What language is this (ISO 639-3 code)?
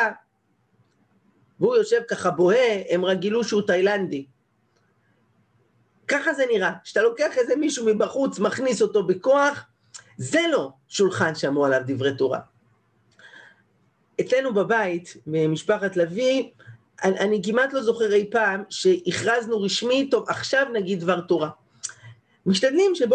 heb